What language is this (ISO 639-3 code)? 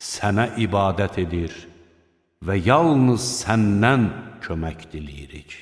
aze